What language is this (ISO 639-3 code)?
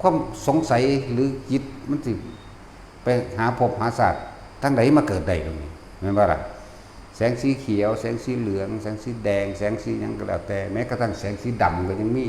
lao